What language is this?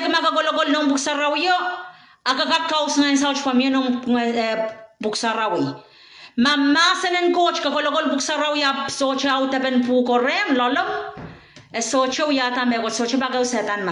Pohnpeian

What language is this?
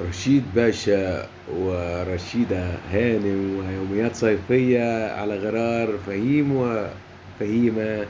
Egyptian Arabic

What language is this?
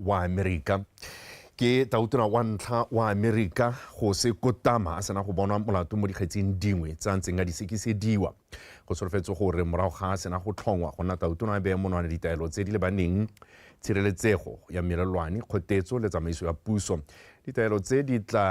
Tswana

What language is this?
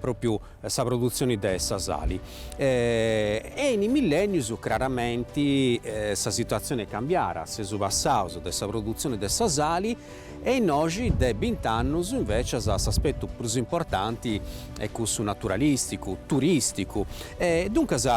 Sardinian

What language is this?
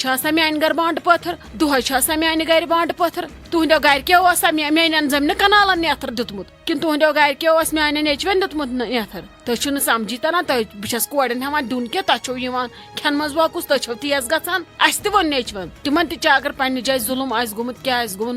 Kashmiri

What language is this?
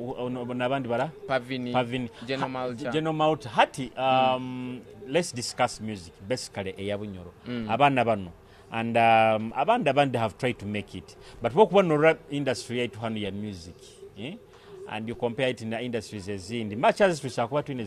Nyoro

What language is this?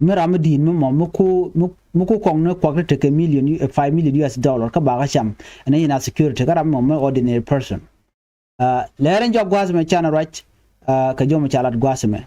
Nuer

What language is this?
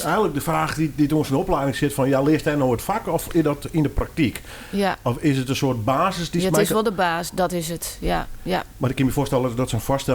Western Frisian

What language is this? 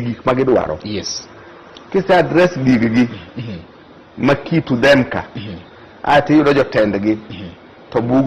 Luo (Kenya and Tanzania)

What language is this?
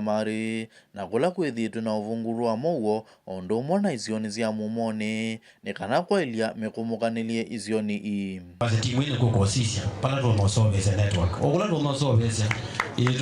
Kamba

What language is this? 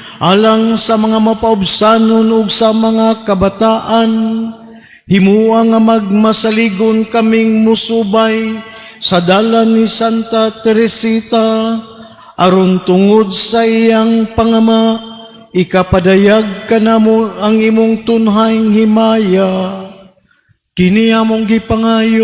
Cebuano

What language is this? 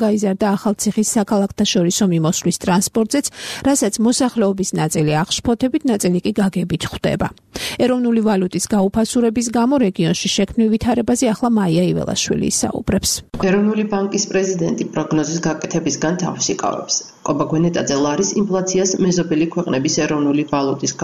Georgian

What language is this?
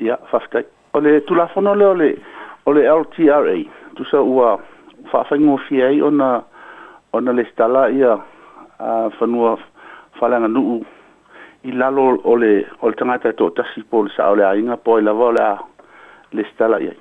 Samoan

